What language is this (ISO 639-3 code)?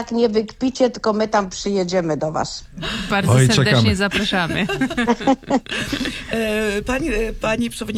pol